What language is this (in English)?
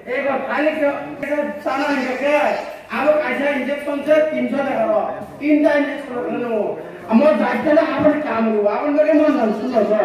Kok Borok